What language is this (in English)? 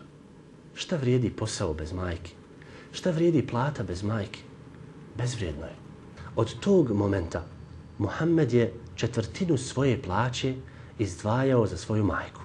Bosnian